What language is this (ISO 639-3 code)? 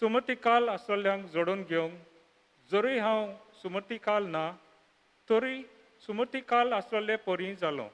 kok